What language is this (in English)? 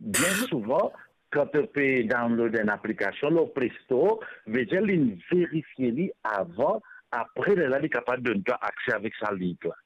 Morisyen